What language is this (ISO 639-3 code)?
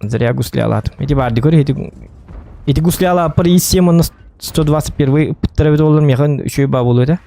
sah